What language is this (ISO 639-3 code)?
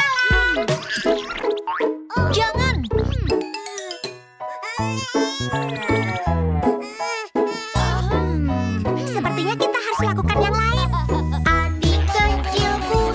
ind